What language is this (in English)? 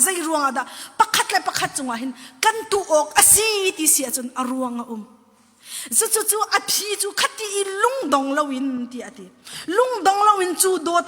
Hakha Chin